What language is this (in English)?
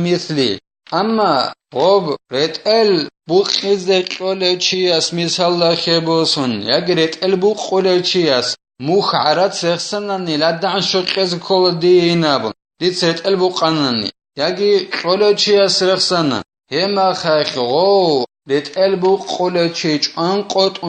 Avaric